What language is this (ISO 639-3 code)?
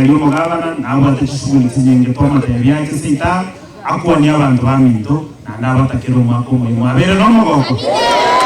guz